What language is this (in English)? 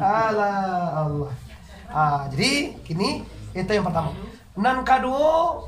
Minangkabau